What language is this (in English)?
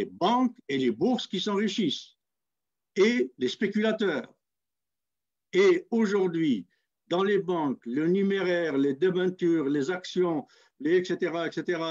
French